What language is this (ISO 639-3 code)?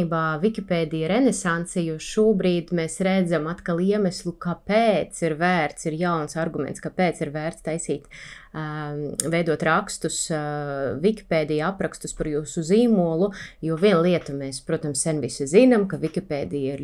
lav